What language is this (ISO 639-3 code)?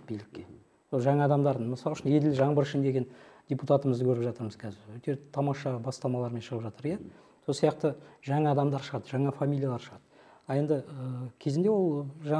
kaz